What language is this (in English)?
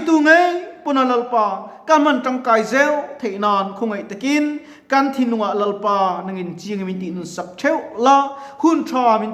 Mizo